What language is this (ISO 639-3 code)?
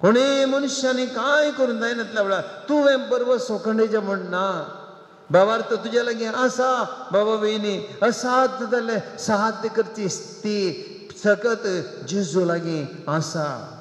kok